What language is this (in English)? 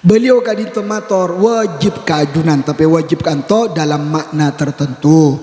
Madurese